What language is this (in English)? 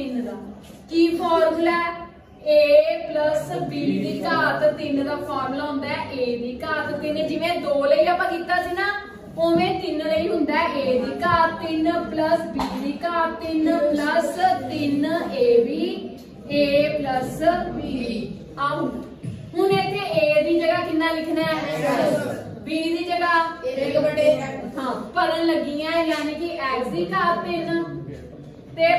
Punjabi